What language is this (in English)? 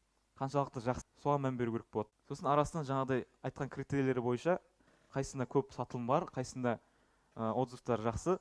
Kazakh